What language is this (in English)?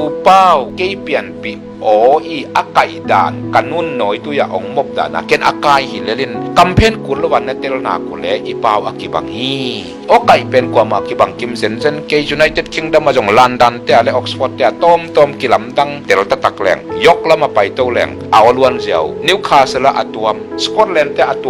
Tedim Chin